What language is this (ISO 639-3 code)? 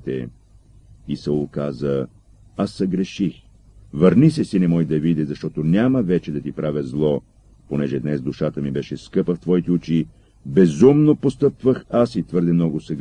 bul